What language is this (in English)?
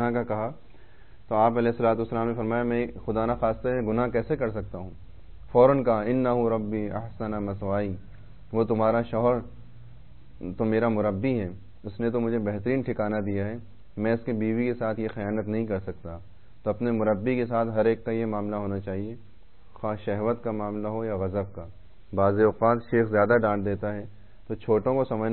Urdu